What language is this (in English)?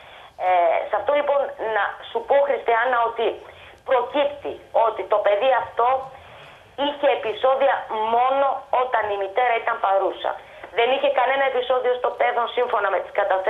Greek